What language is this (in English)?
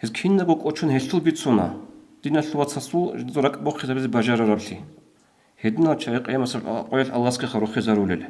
Avaric